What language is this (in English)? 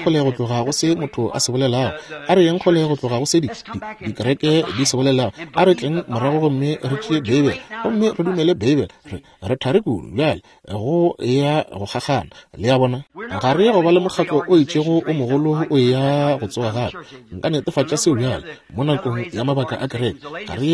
Northern Sotho